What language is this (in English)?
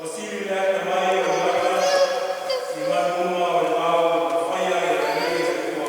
Samoan